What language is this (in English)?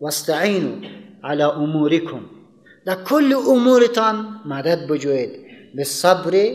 Persian